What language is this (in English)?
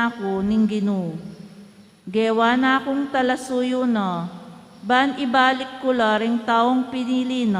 Pampanga